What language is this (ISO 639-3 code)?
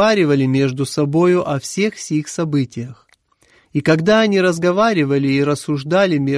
rus